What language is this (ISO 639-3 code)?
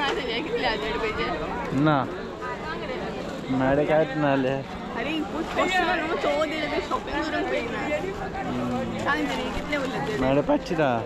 kok